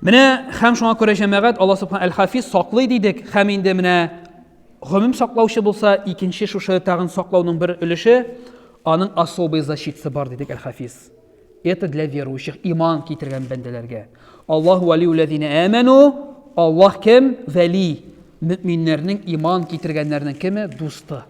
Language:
Tatar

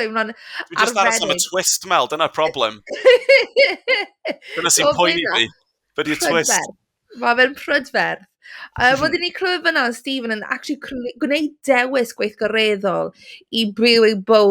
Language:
Welsh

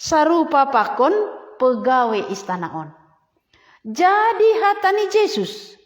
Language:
Batak Simalungun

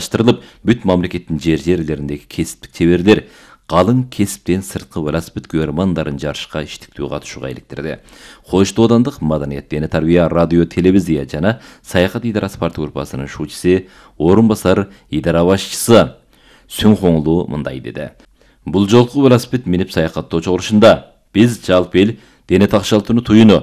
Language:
Kyrgyz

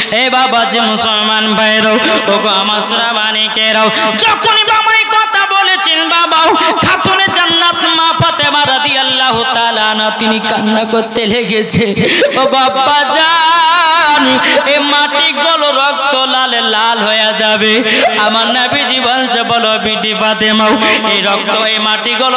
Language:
Bangla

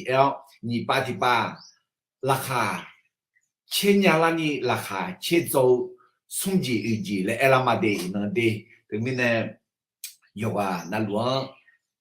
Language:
Akha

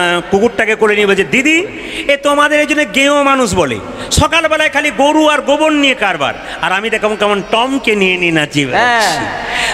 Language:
Bangla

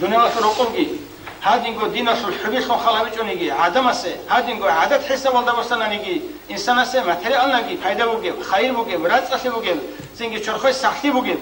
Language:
Avaric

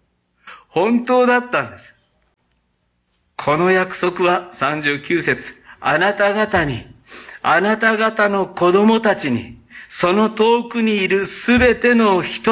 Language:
Japanese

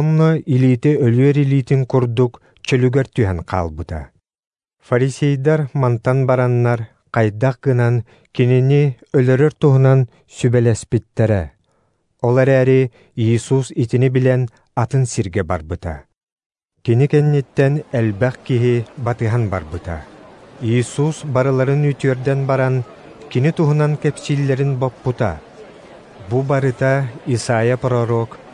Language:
Yakut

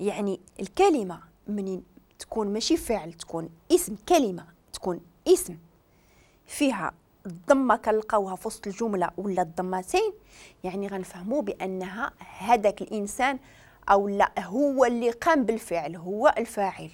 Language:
Moroccan Arabic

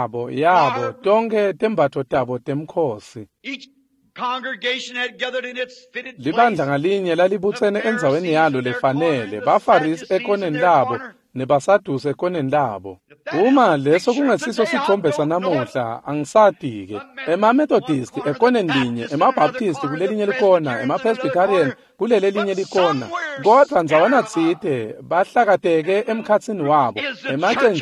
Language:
Swati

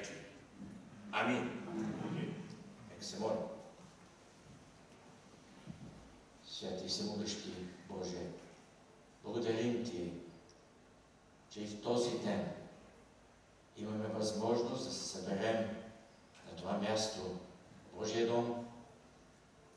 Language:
Bulgarian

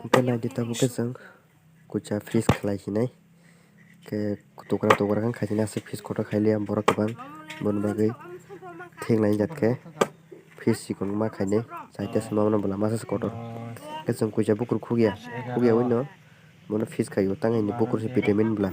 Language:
Kok Borok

